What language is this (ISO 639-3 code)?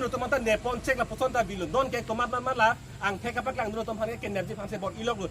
mjw